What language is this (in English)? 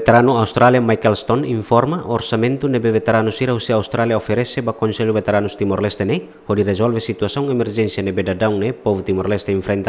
Tetum